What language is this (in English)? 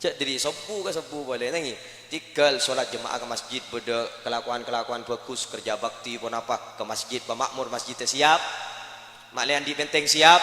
Madurese